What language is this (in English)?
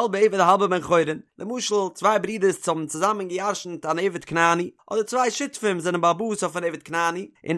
Yiddish